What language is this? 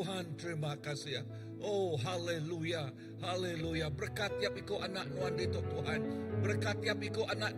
Iban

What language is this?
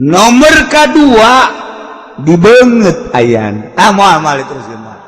Sundanese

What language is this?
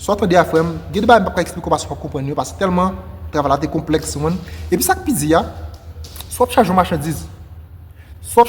Haitian Creole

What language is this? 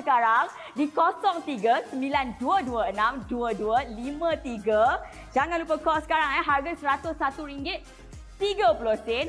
Malay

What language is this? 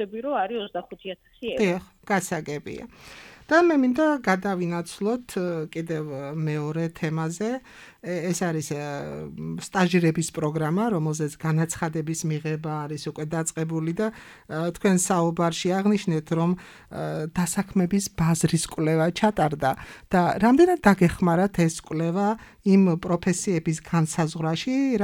Georgian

